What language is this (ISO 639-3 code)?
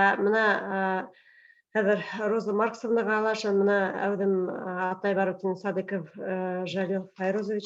bak